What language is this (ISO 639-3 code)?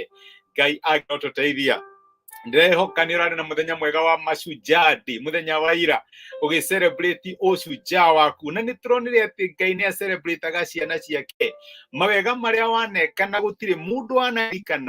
kik